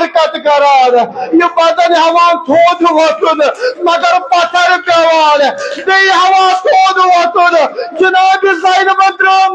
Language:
Kashmiri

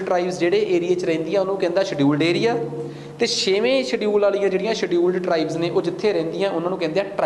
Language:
Punjabi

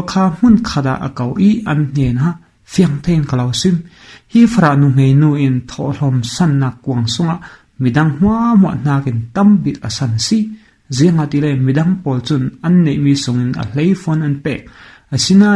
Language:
Falam Chin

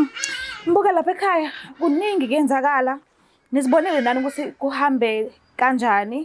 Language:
Zulu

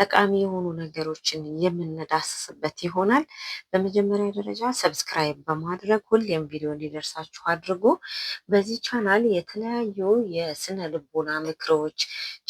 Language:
Amharic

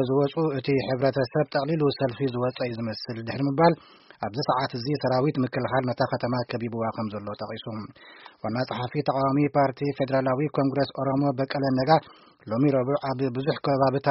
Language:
Tigrinya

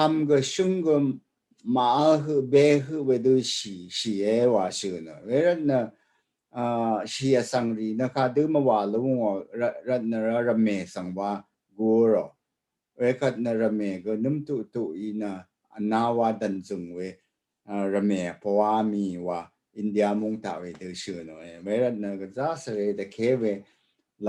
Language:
Rawang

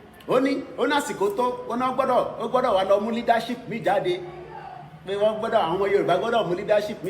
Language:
Yoruba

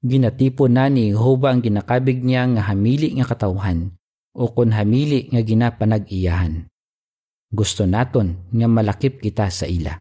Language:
Hiligaynon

